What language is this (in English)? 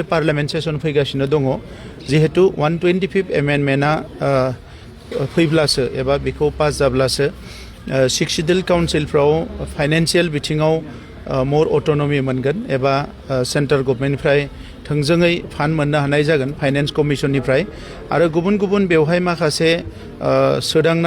Bodo